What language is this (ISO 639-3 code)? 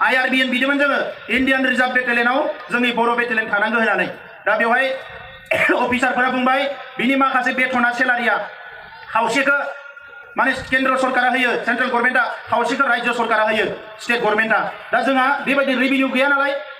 brx